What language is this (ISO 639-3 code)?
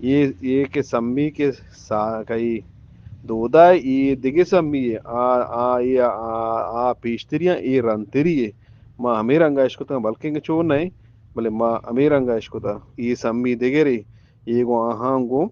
bgp